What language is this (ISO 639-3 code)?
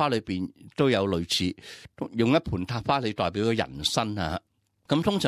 yue